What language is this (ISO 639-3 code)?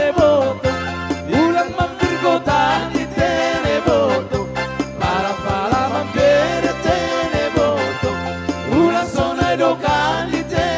bbc